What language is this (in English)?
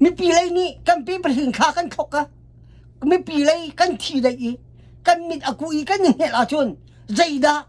Hakha Chin